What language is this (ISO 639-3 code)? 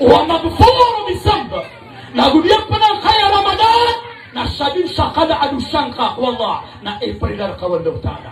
mrw